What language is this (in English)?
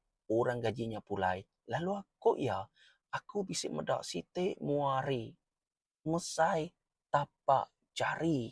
Iban